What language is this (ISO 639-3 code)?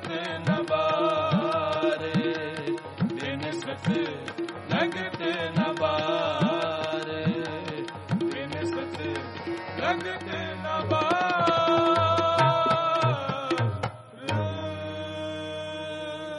hin